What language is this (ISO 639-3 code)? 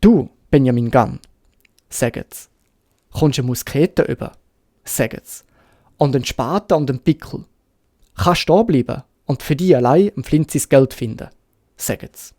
gsw